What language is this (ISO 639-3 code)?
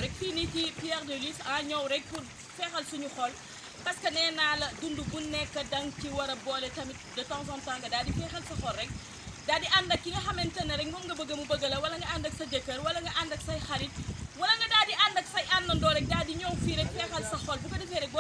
wol